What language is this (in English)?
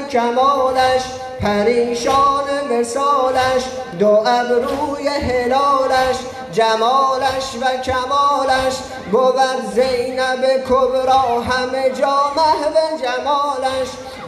Persian